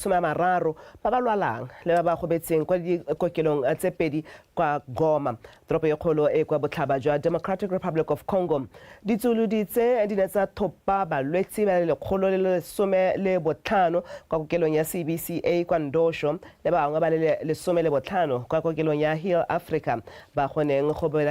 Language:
Tswana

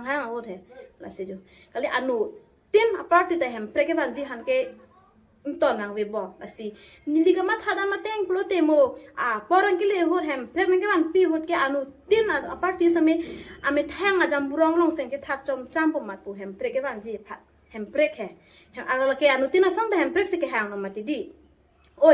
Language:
Karbi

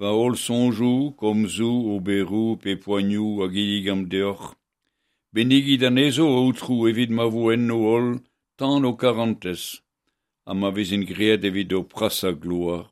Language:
Breton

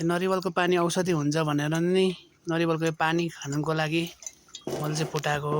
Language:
Nepali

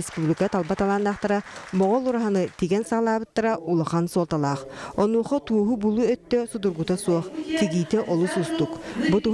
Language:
Yakut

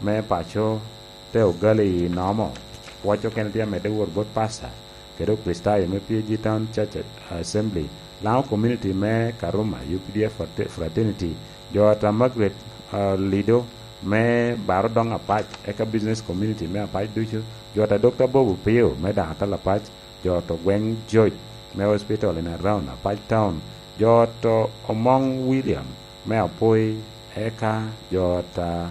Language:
Lango (Uganda)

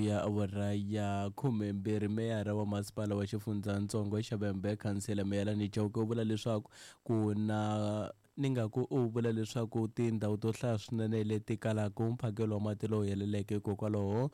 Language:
Tsonga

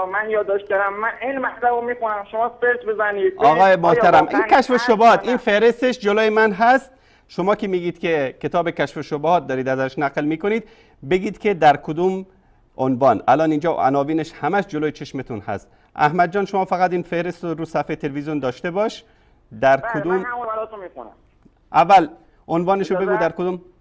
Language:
Persian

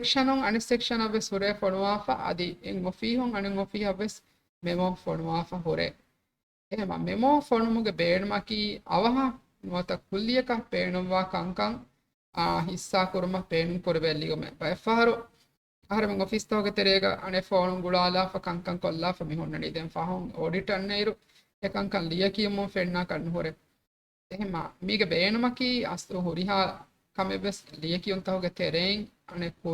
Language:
Divehi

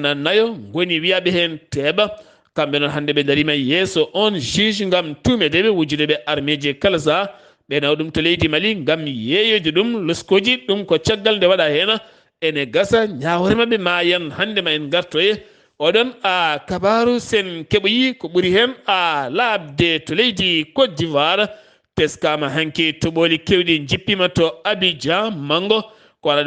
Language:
Fula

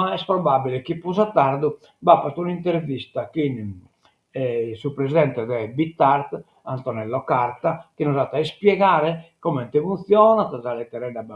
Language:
Sardinian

